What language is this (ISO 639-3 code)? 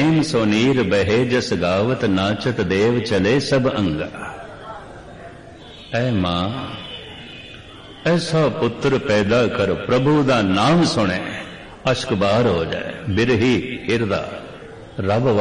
pan